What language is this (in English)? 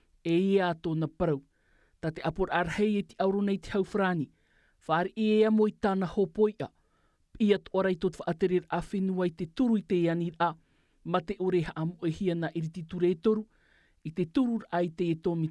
Tahitian